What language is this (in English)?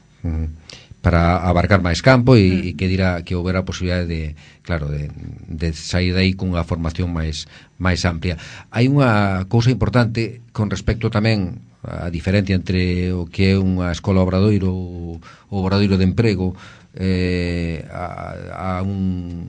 Galician